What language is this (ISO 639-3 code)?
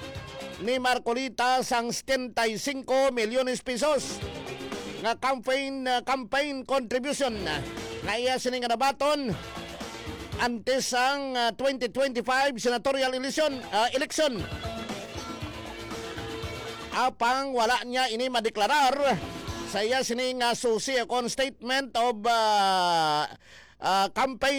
hil